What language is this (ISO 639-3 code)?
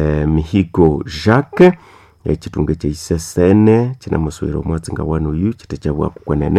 nnb